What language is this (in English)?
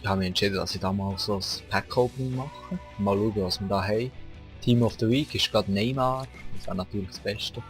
Swiss German